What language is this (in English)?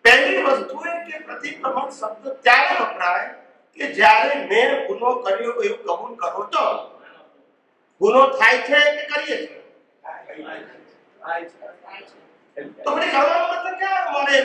Gujarati